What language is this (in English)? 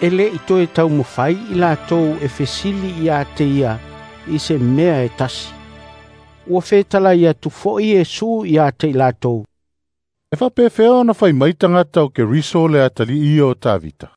Samoan